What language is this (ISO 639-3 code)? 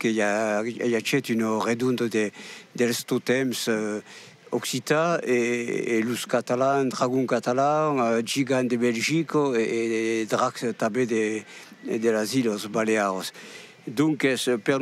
oci